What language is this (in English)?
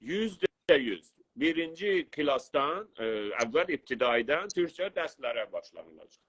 South Azerbaijani